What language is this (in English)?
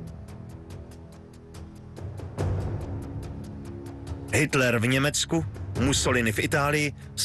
Czech